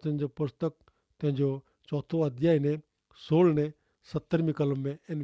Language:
Kachhi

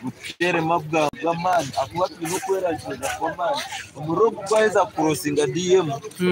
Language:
Nyankole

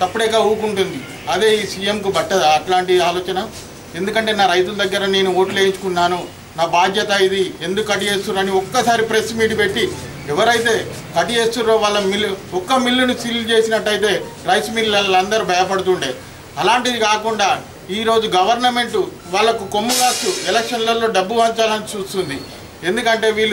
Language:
Telugu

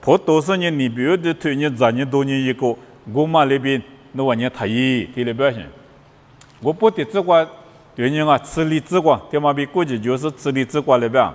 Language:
Lisu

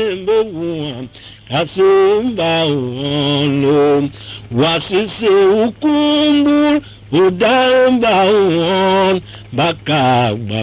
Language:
Tiv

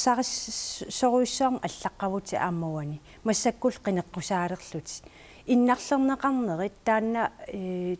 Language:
Kalaallisut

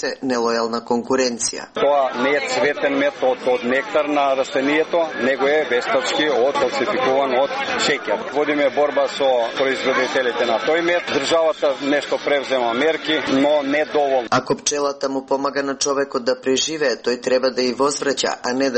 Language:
Macedonian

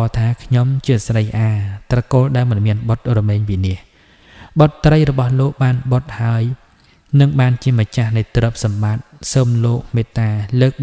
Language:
Khmer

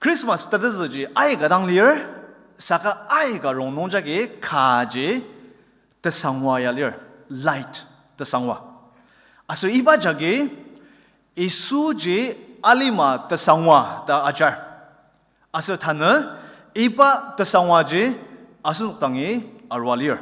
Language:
Ao Naga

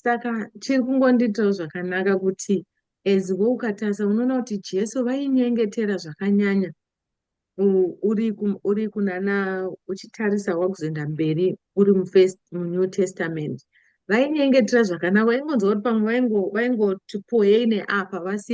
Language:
Shona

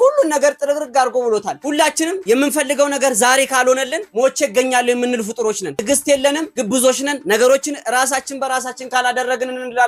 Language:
Amharic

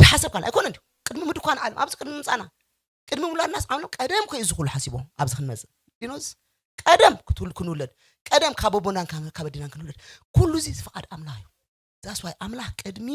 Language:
Tigrinya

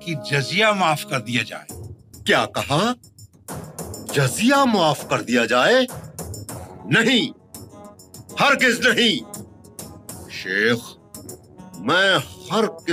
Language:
Hindi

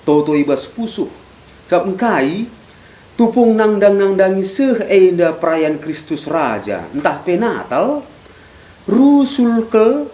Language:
Batak Karo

